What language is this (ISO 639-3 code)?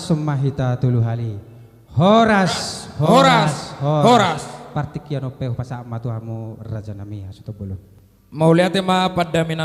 bbc